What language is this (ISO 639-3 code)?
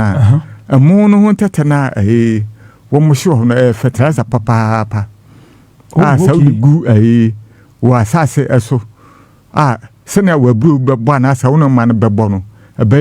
aka